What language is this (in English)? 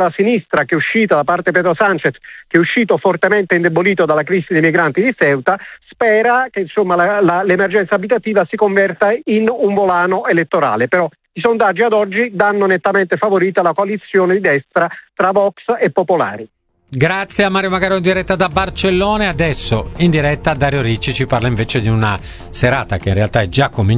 Italian